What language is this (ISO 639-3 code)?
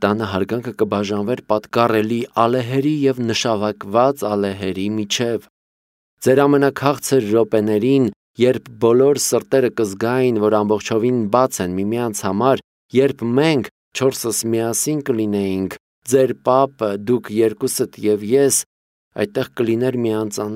hye